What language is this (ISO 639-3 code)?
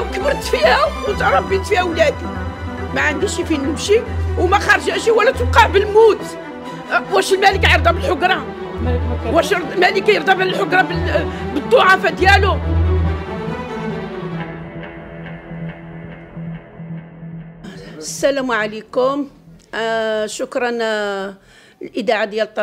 ary